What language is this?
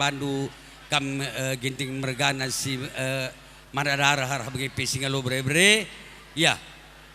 Batak Karo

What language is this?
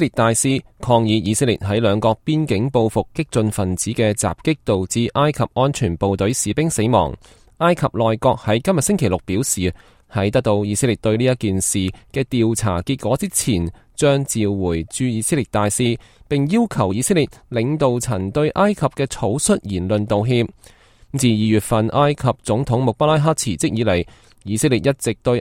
Cantonese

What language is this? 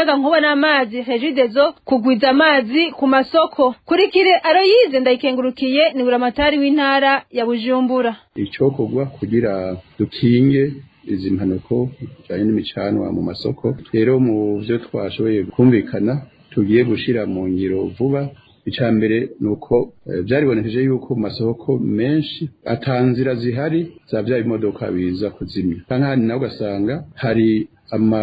Rundi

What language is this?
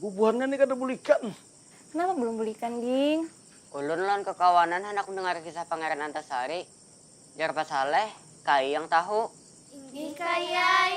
Banjar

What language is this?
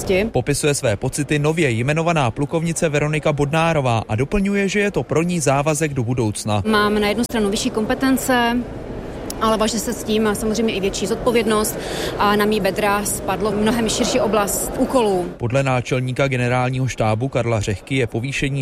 Czech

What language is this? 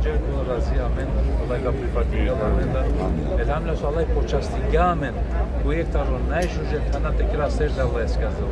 Balkan Romani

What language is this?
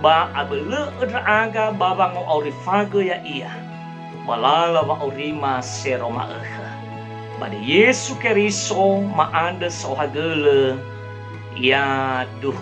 Nias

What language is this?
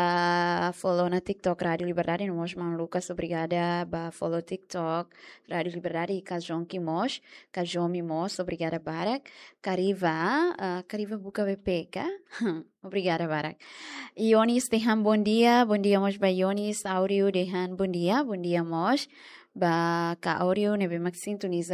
Tetum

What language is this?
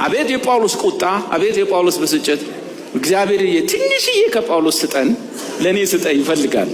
Amharic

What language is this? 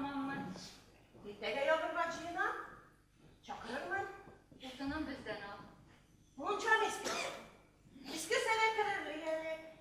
Tatar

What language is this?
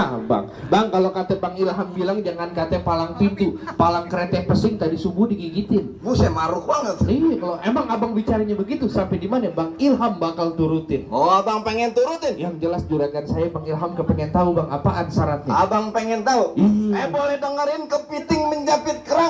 Betawi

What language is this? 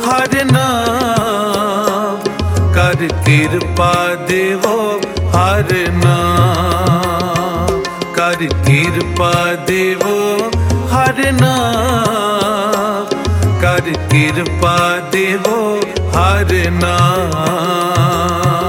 Hindi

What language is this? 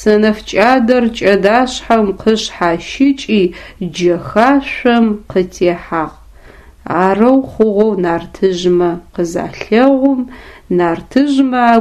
Adyghe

